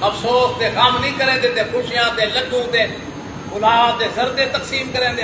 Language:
Saraiki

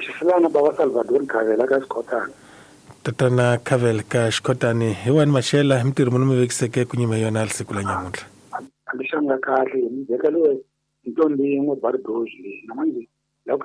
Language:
Tsonga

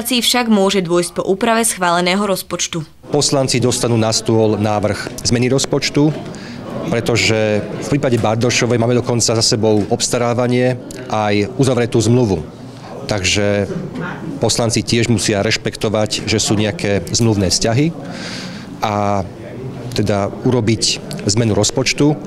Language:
Slovak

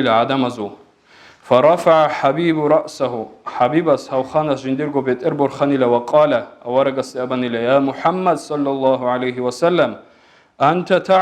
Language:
Avaric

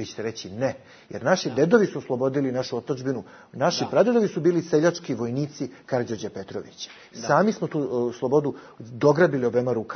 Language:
Bosnian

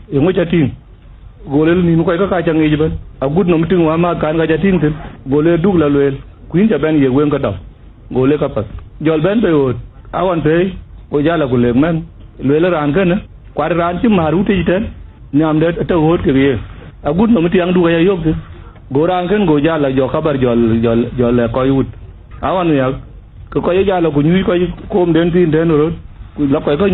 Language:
Dinka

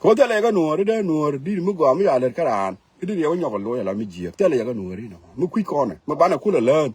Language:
Nuer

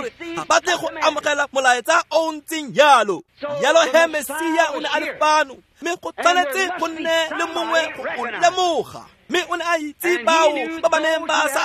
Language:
Tswana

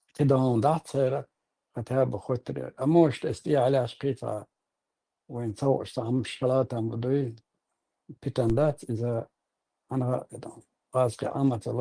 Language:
Chechen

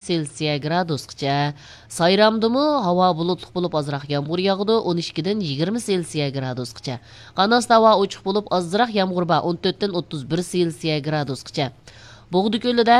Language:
Uyghur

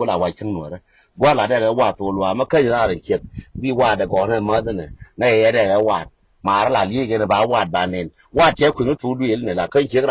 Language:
Nuer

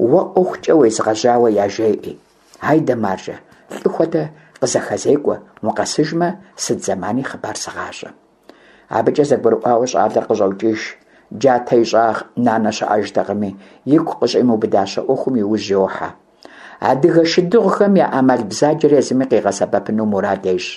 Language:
Kabardian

